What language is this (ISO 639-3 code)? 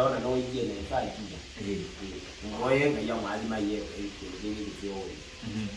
kam